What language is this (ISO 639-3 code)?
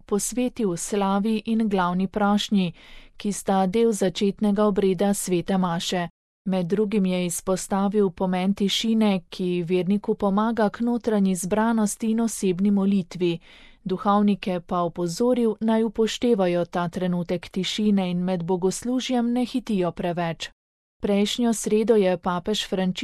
slv